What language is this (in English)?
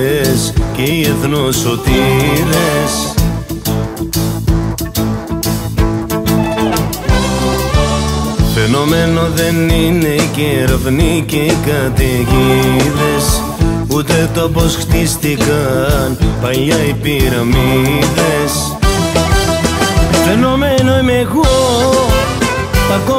Greek